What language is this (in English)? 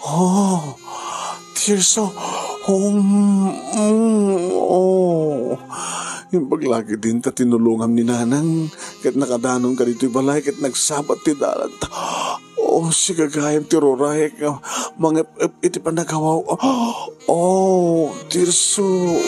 Iloko